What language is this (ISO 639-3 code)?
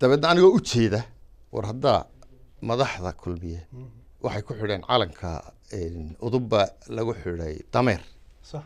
som